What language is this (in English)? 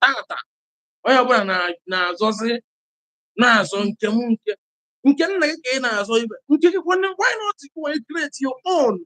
Igbo